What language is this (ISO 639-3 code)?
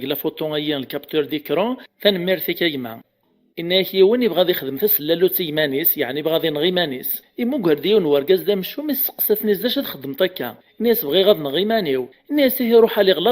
kab